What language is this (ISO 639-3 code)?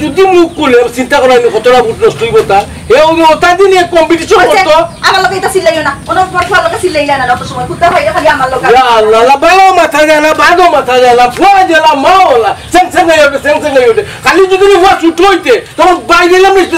syl